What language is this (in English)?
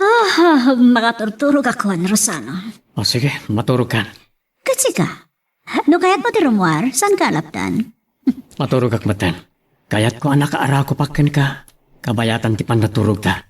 Iloko